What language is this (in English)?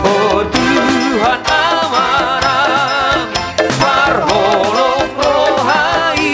Batak Toba